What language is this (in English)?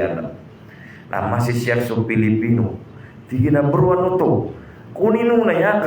Maranao